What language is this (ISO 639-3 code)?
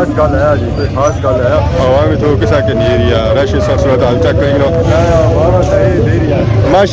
phr